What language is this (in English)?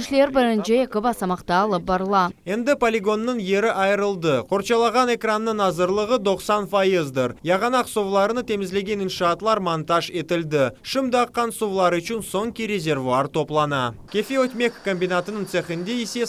Crimean Tatar